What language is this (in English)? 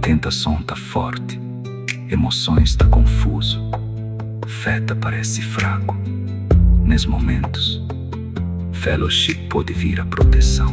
Kabuverdianu